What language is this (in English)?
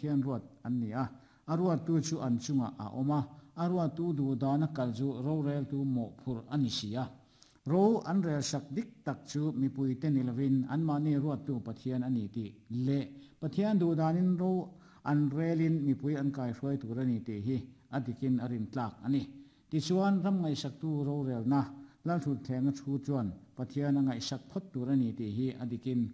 Mizo